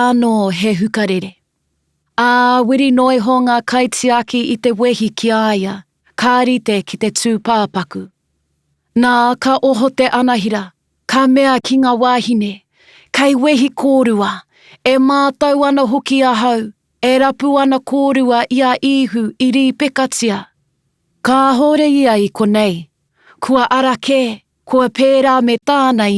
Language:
Māori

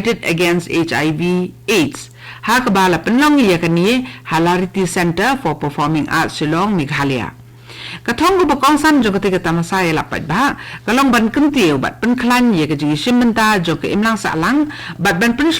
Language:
Khasi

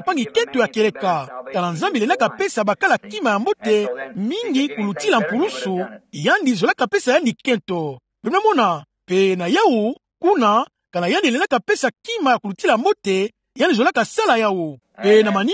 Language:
Kituba (Democratic Republic of Congo)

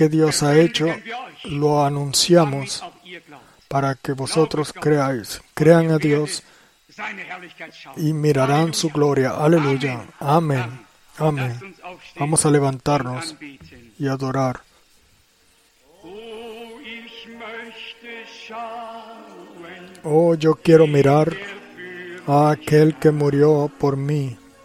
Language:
Spanish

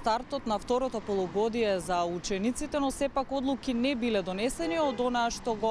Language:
Macedonian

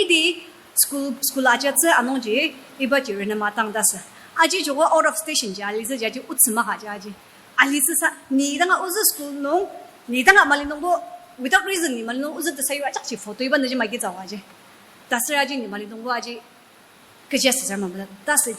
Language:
Ao Naga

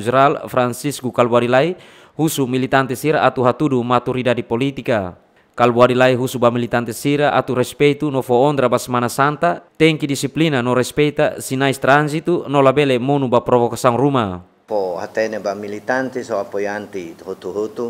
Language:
Tetum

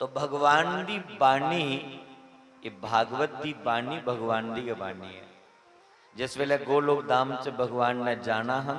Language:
Dogri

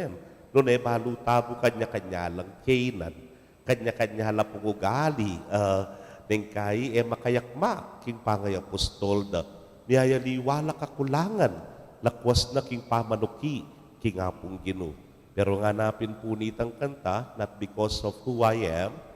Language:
Pampanga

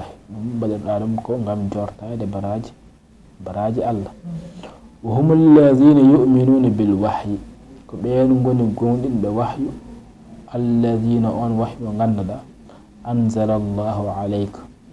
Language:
Fula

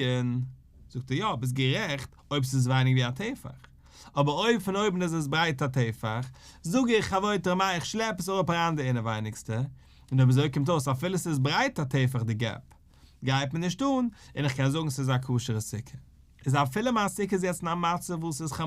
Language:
Yiddish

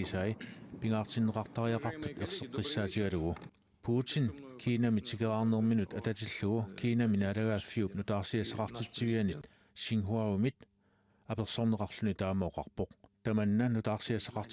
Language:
Kalaallisut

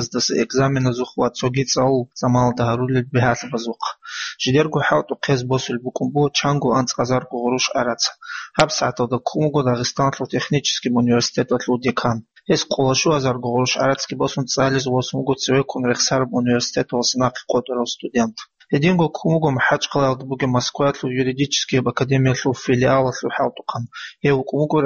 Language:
Avaric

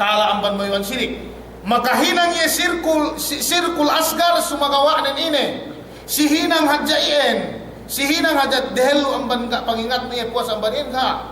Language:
Yakan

